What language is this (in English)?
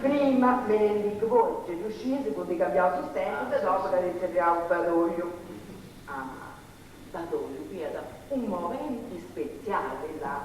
Sardinian